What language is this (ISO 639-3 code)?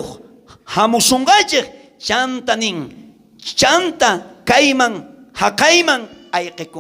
quh